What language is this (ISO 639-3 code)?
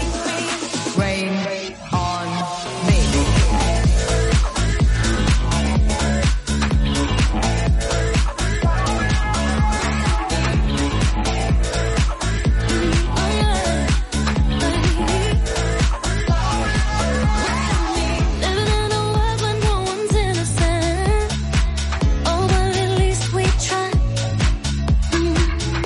eng